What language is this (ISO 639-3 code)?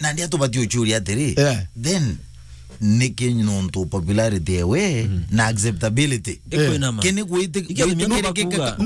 mer